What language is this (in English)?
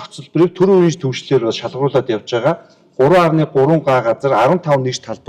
Mongolian